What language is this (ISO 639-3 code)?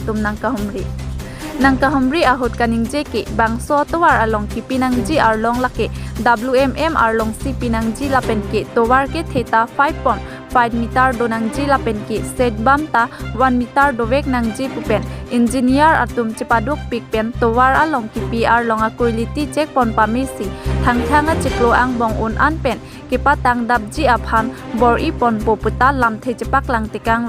mjw